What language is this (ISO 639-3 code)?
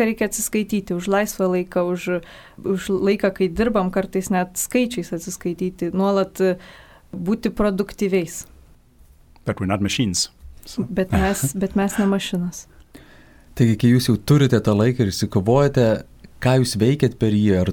lit